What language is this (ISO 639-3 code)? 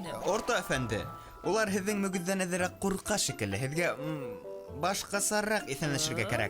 bak